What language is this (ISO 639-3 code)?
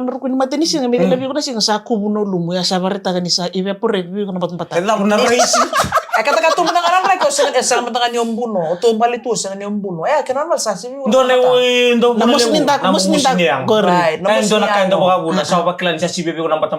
fij